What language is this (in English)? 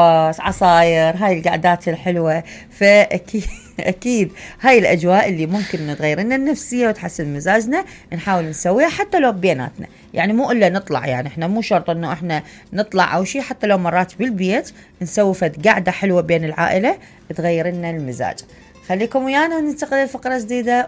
Mesopotamian Arabic